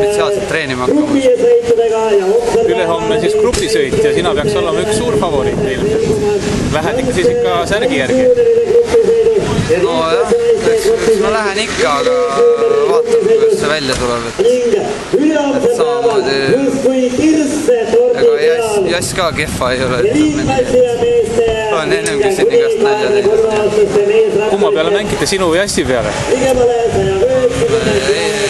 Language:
Estonian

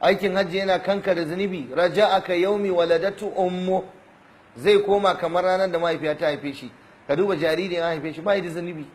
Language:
Hausa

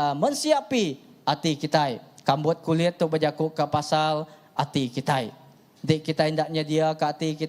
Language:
Iban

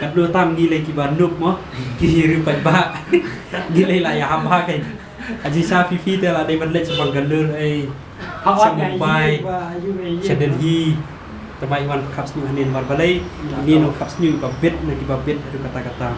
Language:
Khasi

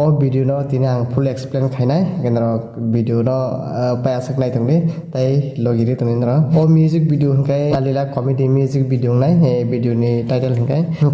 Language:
Kok Borok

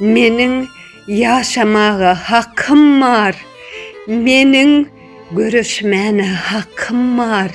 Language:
Turkmen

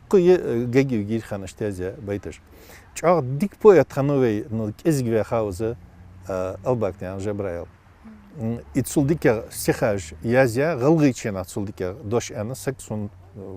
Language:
Ingush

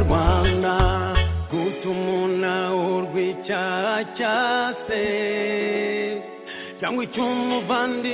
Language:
Kinyarwanda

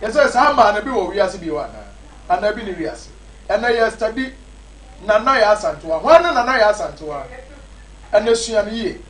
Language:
Akan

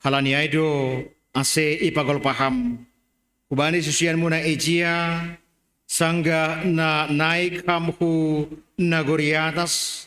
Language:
Batak Simalungun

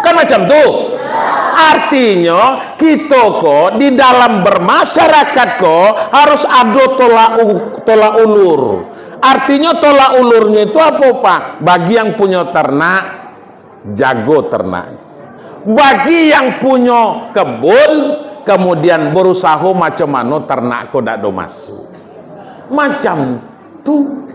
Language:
Minangkabau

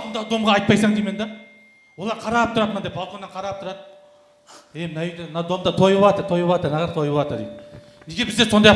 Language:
Kara-Kalpak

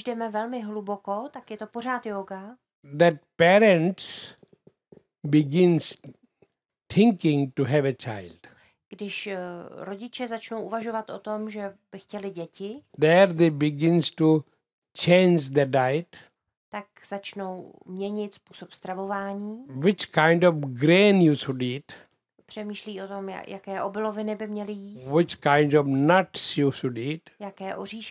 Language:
Czech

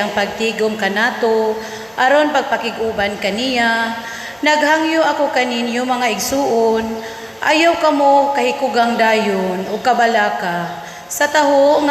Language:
Cebuano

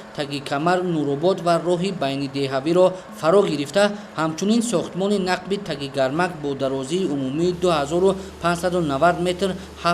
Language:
Tajik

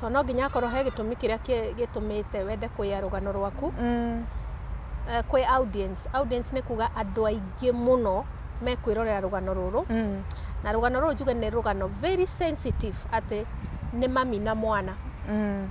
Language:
Kikuyu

